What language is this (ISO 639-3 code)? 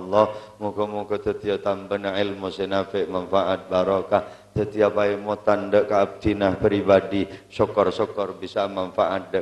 mad